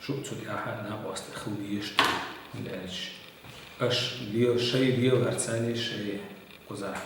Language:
Chechen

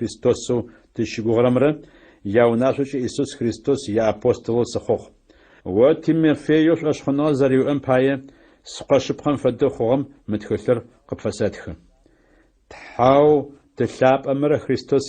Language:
Adyghe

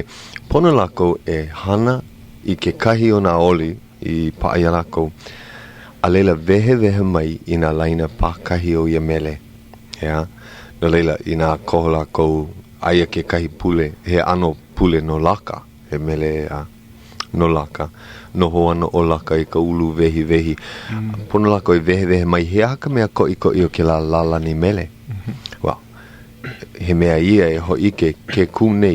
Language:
Hawaiian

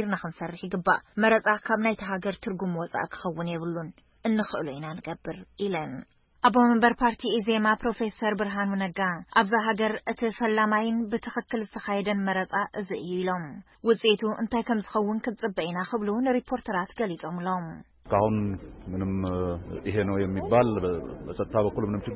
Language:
Tigrinya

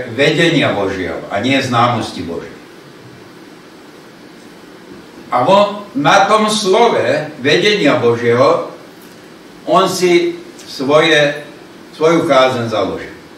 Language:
Slovak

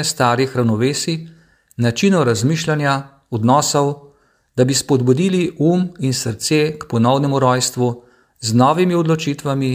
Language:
Slovenian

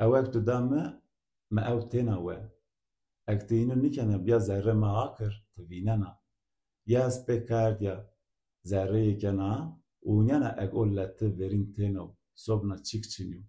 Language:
Zaza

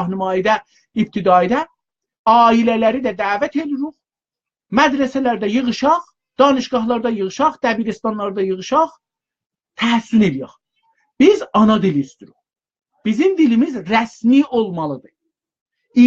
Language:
South Azerbaijani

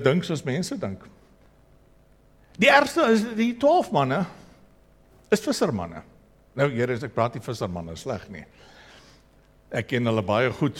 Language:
Afrikaans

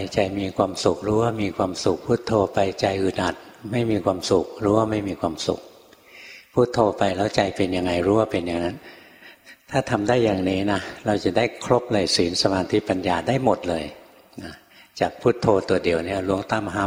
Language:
Thai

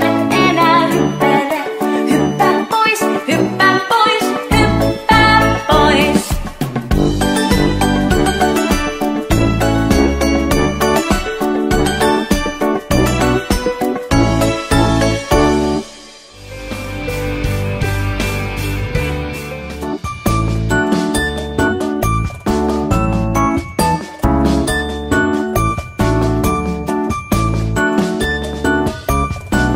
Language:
Finnish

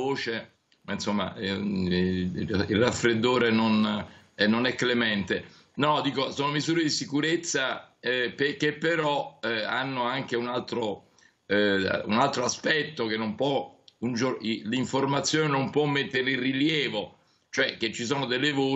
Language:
Italian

